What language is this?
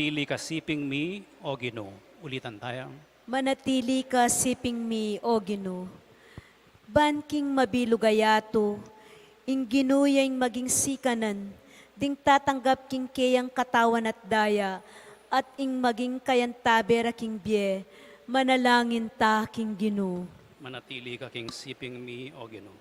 Pampanga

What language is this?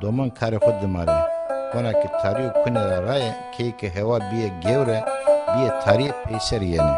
Zaza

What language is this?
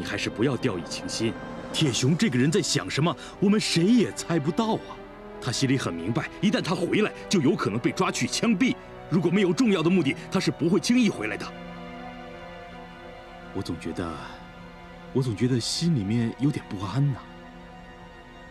Chinese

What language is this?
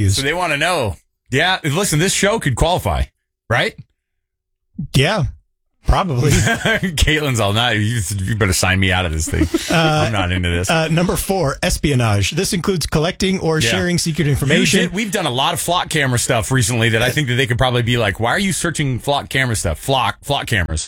English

